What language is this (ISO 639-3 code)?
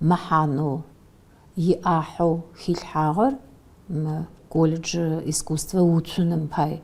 ady